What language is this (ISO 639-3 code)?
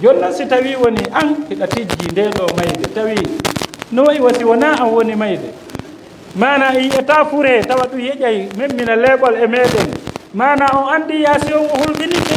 ful